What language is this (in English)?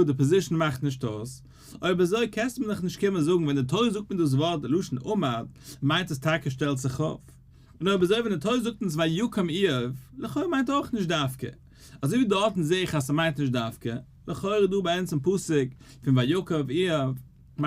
Yiddish